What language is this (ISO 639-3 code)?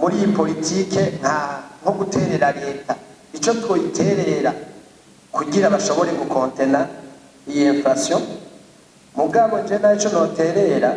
run